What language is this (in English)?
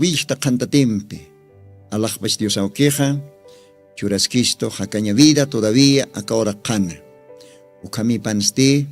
Aymara